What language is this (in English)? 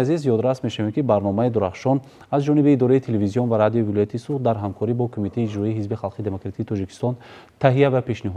Tajik